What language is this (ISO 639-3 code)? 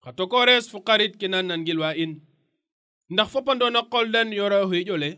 srr